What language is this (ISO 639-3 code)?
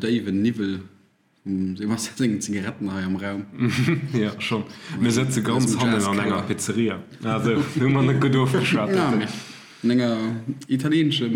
ltz